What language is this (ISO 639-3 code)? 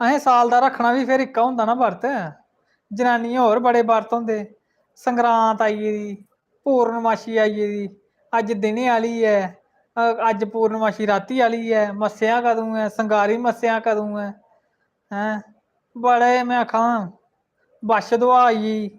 doi